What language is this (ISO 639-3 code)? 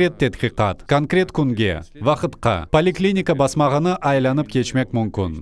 crh